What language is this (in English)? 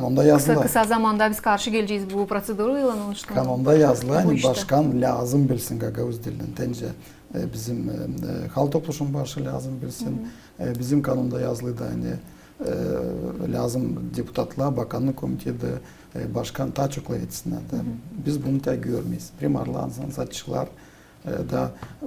Gagauz